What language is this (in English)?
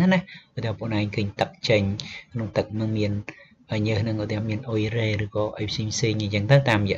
Khmer